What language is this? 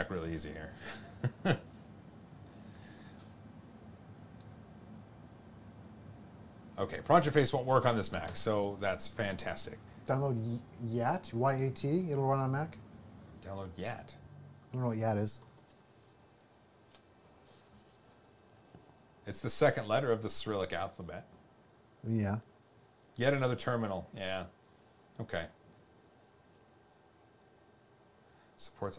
English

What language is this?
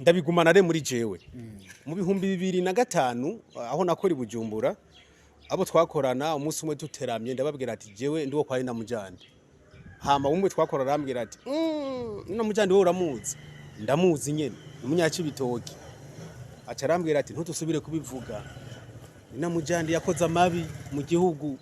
Rundi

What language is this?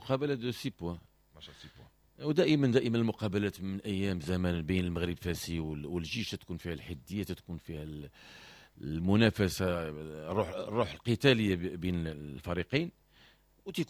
Moroccan Arabic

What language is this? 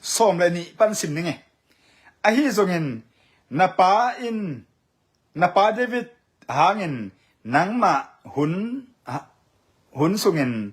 Tedim Chin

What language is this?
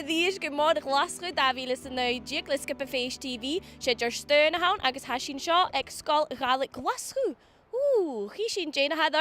Scottish Gaelic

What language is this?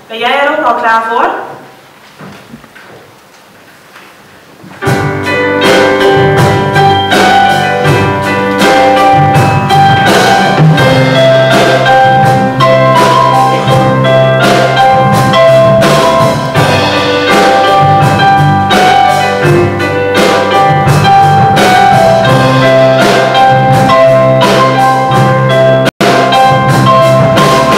Dutch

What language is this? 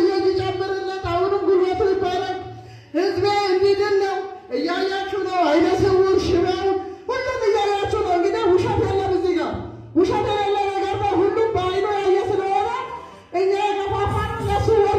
Amharic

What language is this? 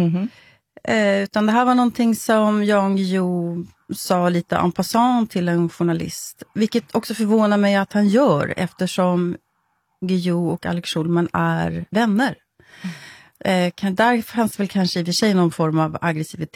Swedish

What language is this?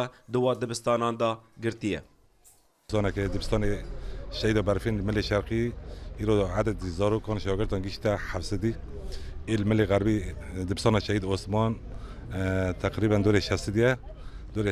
Kurdish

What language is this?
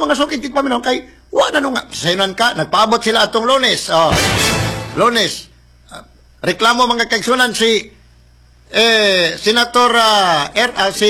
Cebuano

